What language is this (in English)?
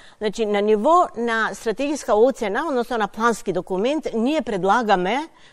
Macedonian